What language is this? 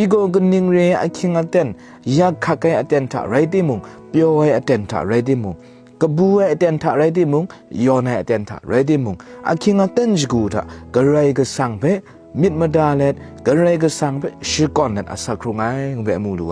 Kachin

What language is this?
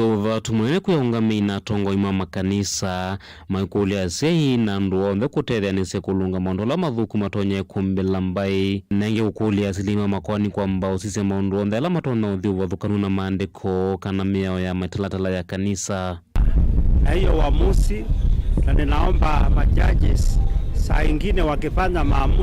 Kamba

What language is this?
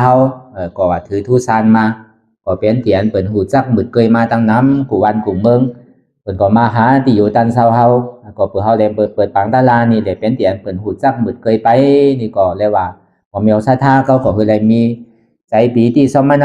Shan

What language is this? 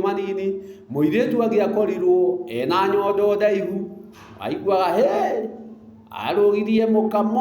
Kikuyu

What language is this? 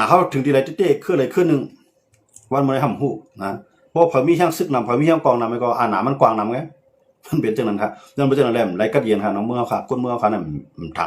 Shan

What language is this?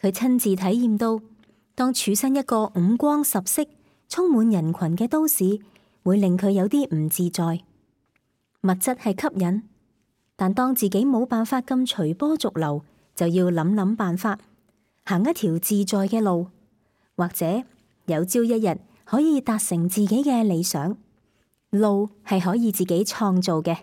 Cantonese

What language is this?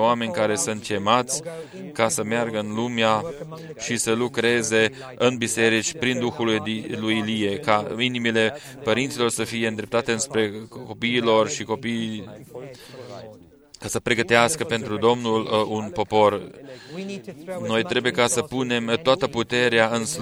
Romanian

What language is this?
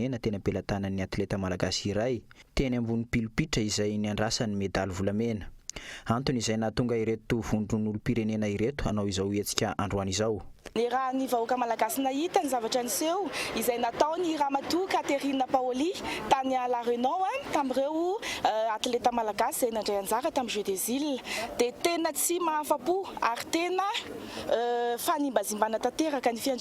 Malagasy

